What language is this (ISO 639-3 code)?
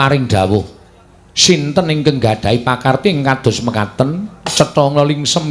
jav